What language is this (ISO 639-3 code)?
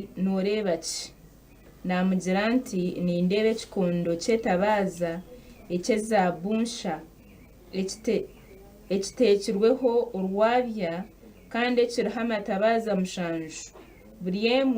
nyn